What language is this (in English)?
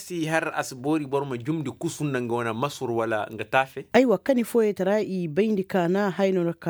Koyraboro Senni